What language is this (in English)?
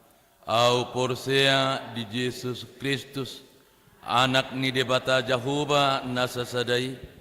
Batak Toba